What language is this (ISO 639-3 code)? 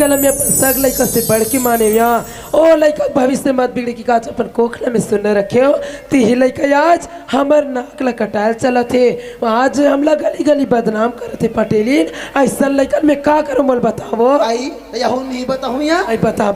hne